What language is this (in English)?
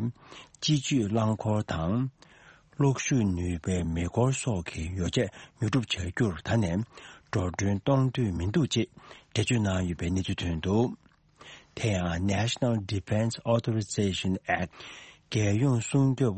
Tibetan